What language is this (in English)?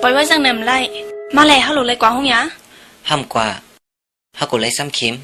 Shan